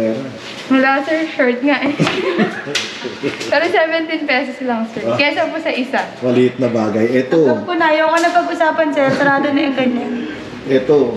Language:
Filipino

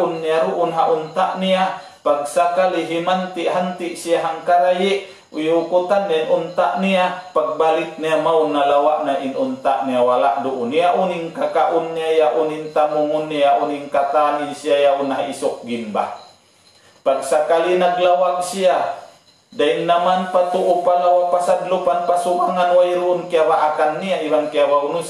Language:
Tausug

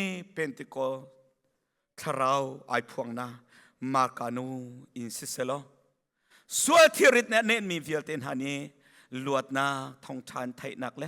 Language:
Hakha Chin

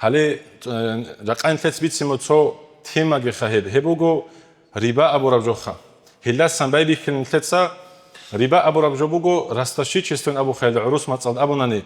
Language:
Avaric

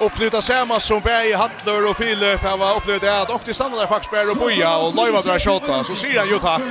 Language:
Faroese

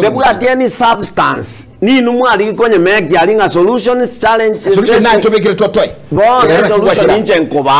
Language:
Gusii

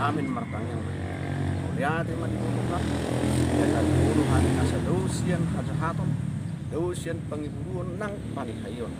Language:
Batak Toba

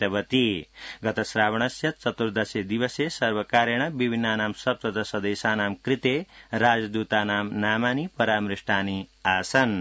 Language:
Sanskrit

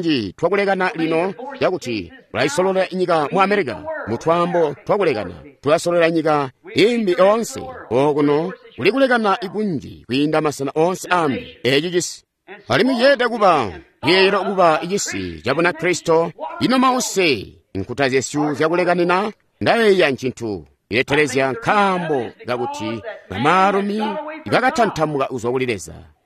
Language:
Tonga (Zambia)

